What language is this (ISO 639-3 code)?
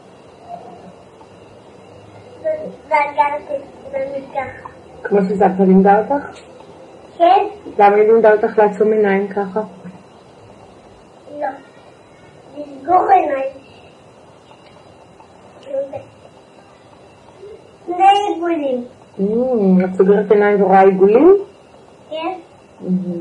heb